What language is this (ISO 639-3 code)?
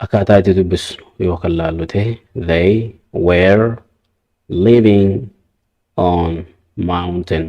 orm